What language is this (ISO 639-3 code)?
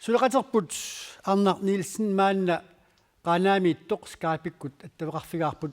kal